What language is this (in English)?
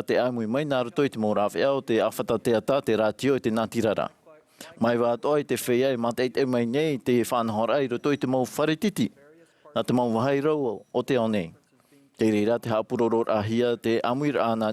Tahitian